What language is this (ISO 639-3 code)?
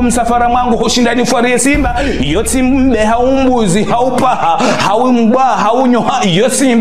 zdj